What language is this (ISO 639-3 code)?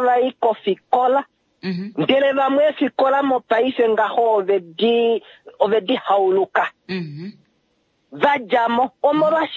kua